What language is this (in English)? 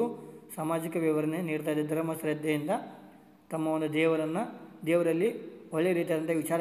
Kannada